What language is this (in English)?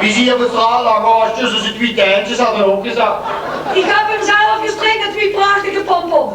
Limburgish